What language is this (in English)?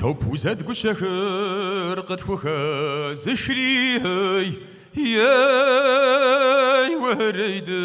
Kabardian